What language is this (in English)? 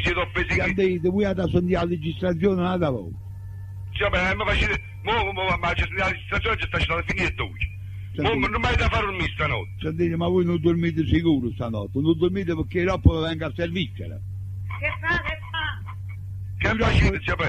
Neapolitan